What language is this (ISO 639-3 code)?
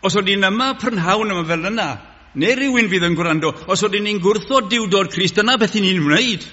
cym